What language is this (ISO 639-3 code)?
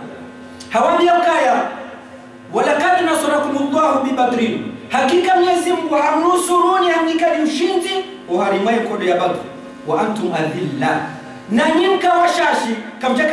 zdj